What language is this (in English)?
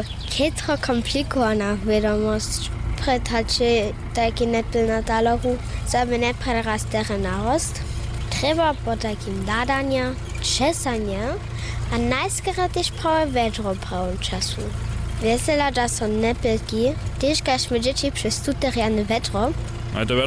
Upper Sorbian